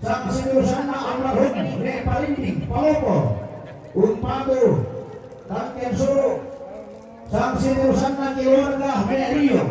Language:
Toraja-Sa'dan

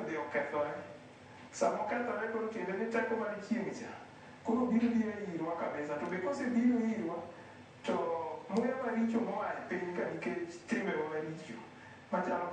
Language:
Luo (Kenya and Tanzania)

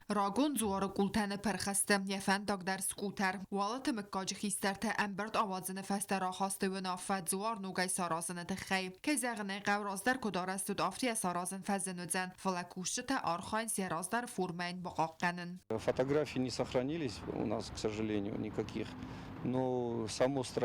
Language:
Ossetic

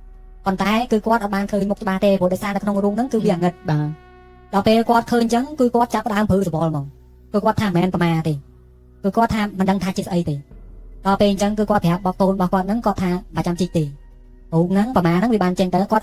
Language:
Khmer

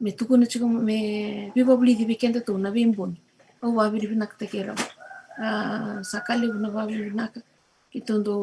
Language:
Fijian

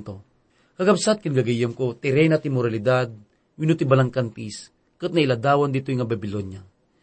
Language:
Iloko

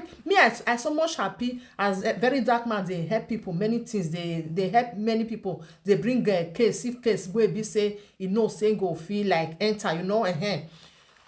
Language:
Nigerian Pidgin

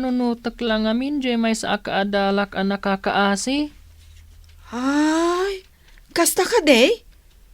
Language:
Iloko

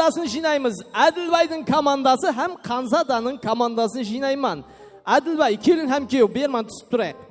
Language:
Kara-Kalpak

